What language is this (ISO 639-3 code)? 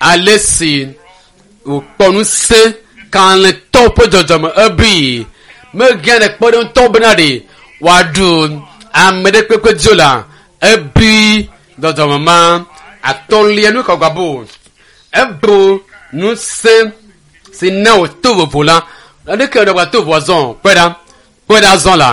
ewe